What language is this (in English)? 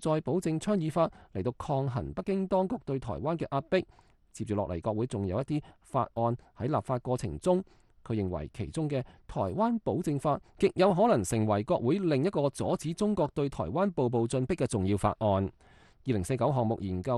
Cantonese